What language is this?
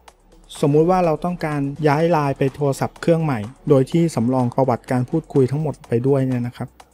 Thai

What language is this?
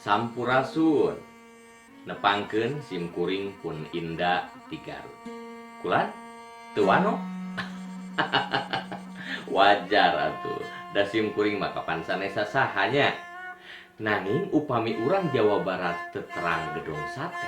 Sundanese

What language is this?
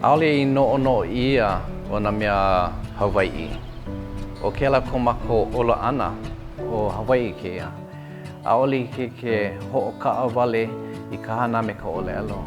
Hawaiian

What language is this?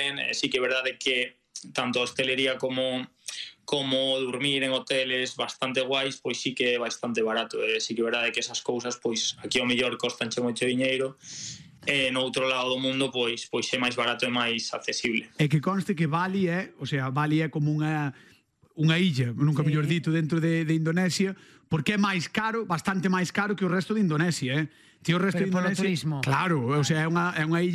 Galician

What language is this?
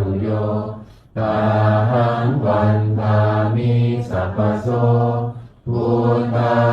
Pali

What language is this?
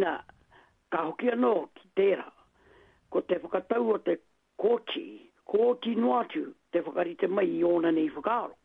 Māori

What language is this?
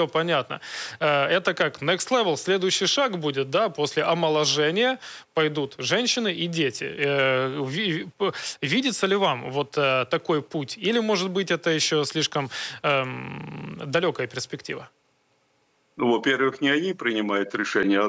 Russian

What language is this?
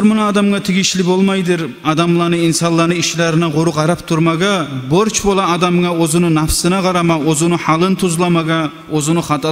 Kumyk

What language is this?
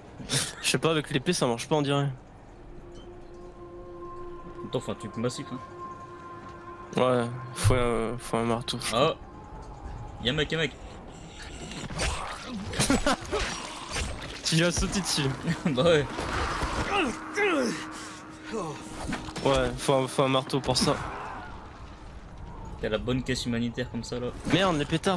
French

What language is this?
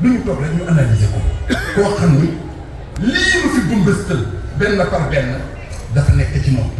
Wolof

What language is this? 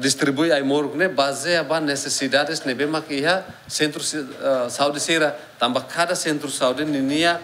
Tetum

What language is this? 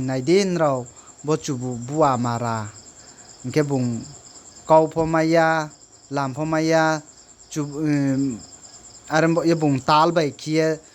Riang (India)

